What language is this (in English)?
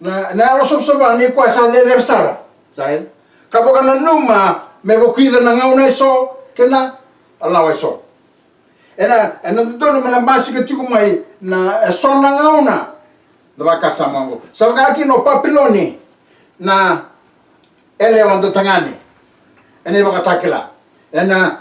Fijian